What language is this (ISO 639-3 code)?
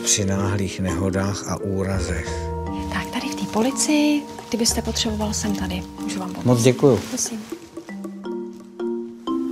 ces